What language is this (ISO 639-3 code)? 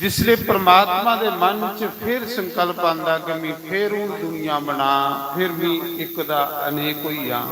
doi